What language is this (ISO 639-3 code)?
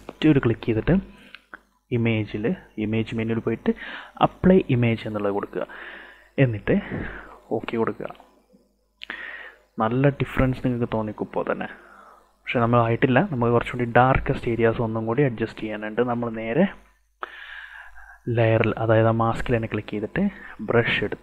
mal